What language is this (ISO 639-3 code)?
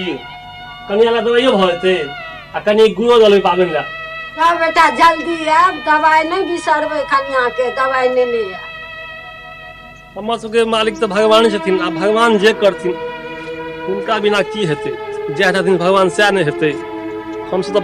mai